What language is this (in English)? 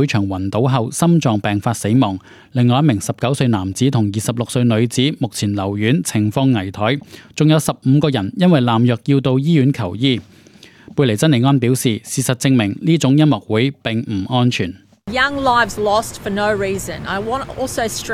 Cantonese